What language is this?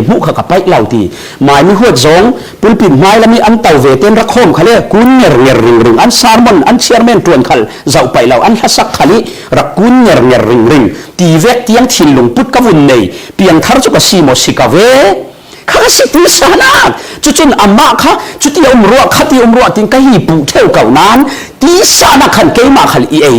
Falam Chin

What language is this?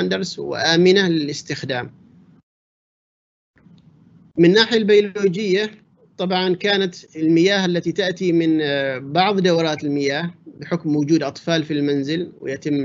Arabic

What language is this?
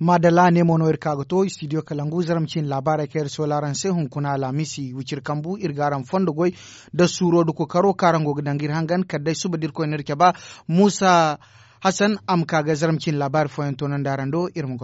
Zarma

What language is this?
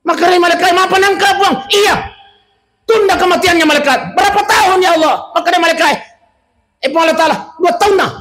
Buginese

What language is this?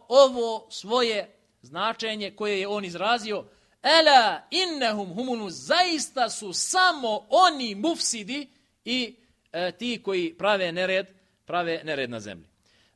Bosnian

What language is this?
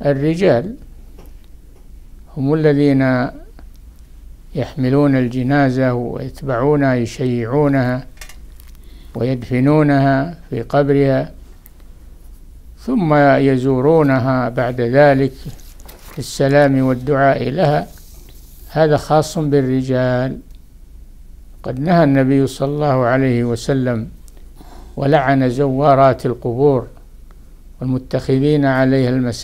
Arabic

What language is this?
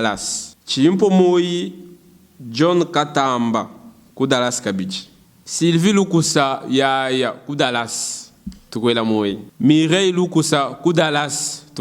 Luba-Lulua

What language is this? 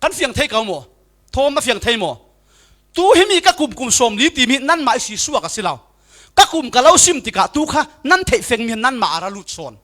Falam Chin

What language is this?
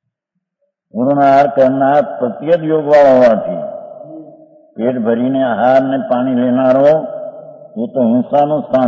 Gujarati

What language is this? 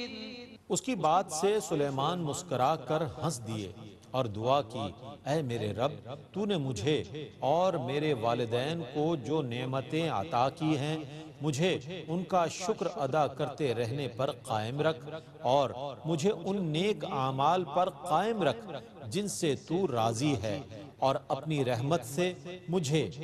Urdu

